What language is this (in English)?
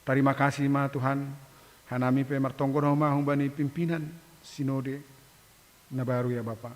Batak Simalungun